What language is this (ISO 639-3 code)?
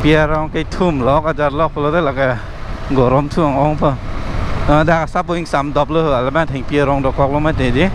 mjw